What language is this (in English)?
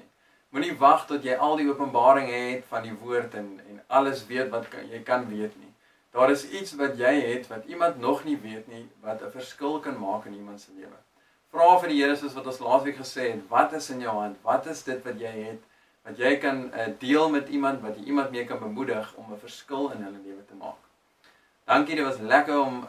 Afrikaans